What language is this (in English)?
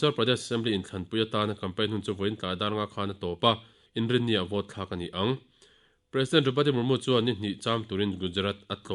Mizo